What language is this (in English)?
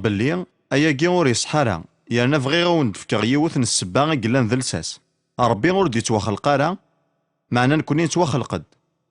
Kabyle